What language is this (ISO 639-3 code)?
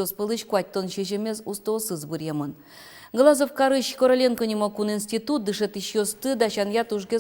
udm